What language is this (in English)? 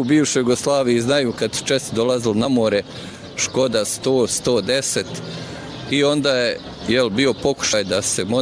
Bosnian